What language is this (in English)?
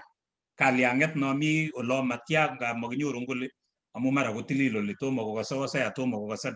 Kalenjin